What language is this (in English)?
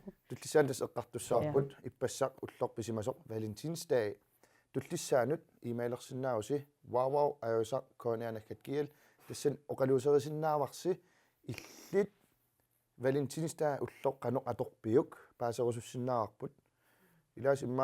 Kalaallisut